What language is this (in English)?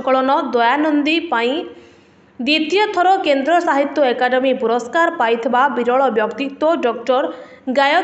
Odia